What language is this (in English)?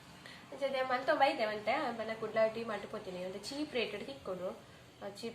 Tulu